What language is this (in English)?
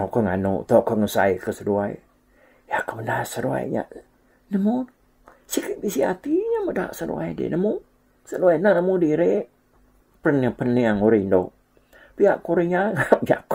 Iban